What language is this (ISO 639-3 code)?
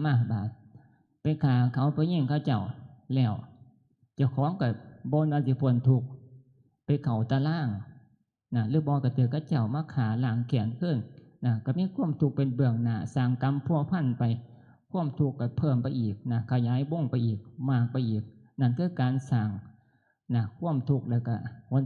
tts